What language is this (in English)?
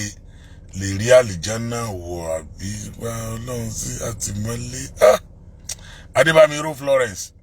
Yoruba